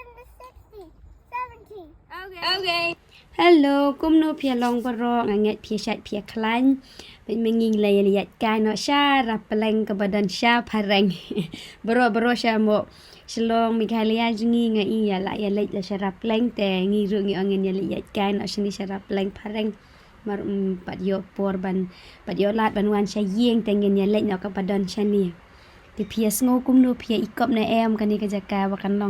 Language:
Khasi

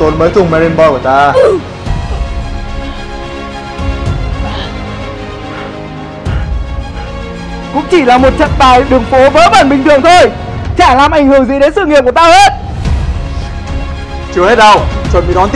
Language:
Vietnamese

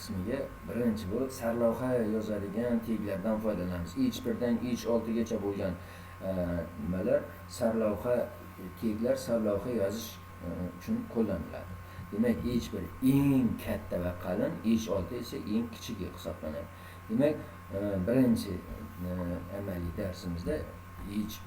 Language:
Uzbek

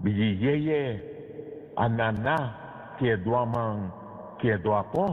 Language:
Sranan Tongo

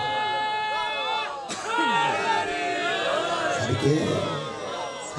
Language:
Urdu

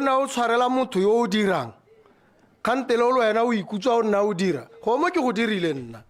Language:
Tswana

